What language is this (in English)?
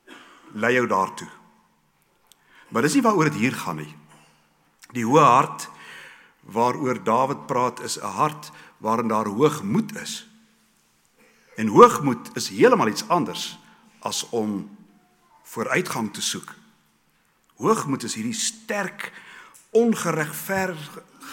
Afrikaans